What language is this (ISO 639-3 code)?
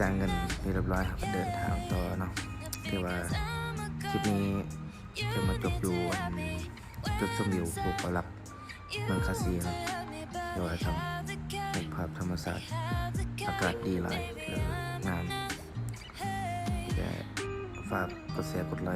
lao